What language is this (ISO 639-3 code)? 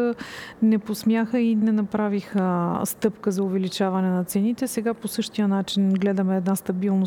bul